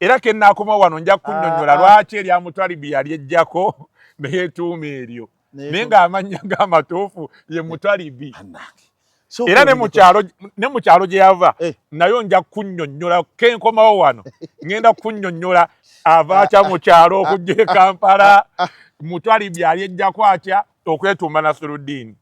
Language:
Ganda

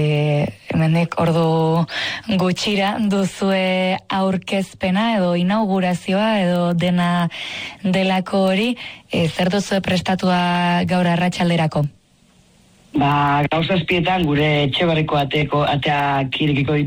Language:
Basque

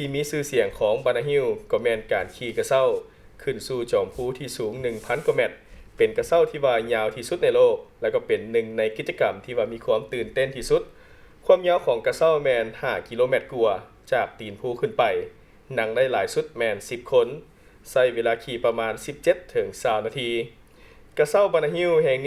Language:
Lao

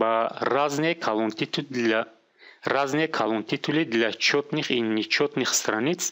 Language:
Tajik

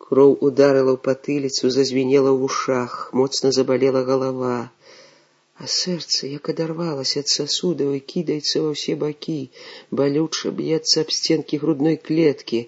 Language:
Belarusian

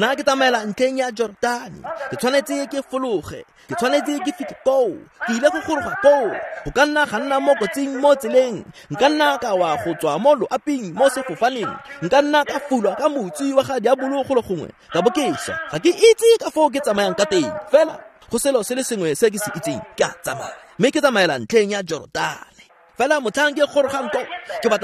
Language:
Tswana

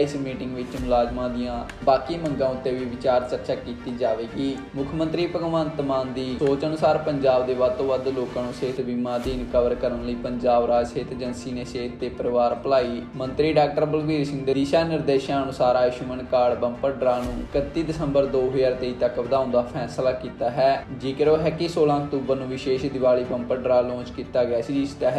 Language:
Punjabi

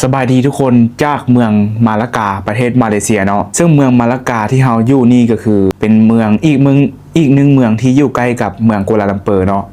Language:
Lao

